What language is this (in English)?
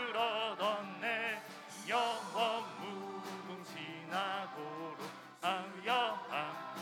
Korean